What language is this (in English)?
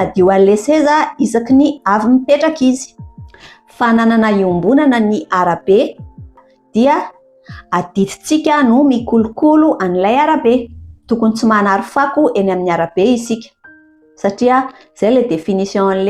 Malagasy